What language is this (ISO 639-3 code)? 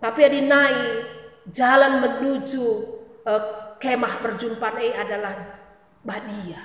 btx